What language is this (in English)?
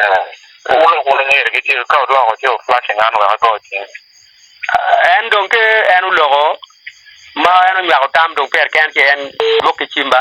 Acoli